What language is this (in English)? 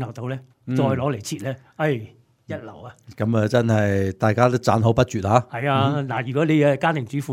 Cantonese